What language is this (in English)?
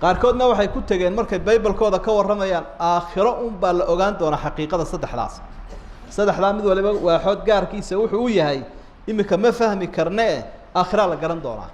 Somali